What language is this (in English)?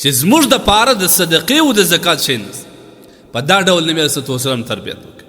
Pashto